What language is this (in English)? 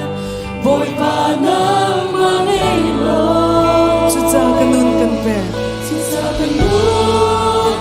Hakha Chin